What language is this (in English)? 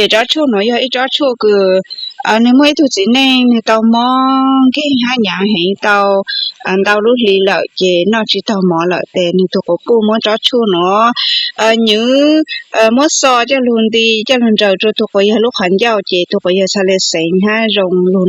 Hmong